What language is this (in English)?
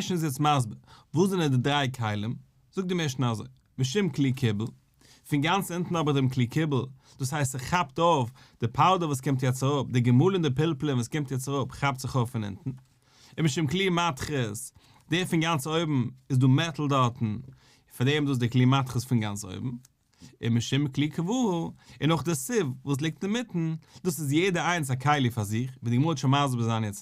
Yiddish